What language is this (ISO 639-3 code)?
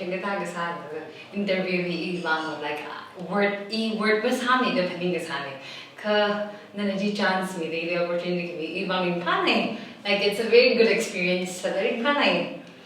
nmf